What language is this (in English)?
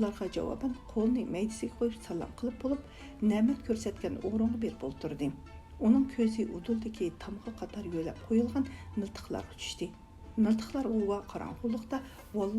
Uyghur